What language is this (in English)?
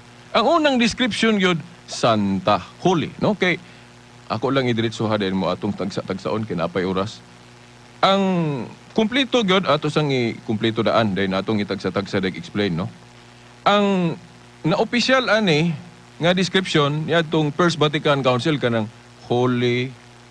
Cebuano